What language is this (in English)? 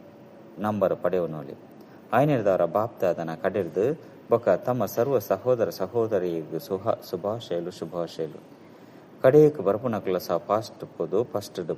Tulu